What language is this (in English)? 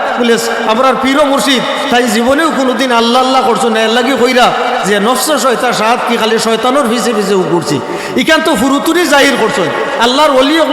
Sylheti